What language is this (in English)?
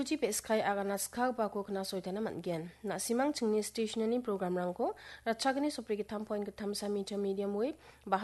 Garo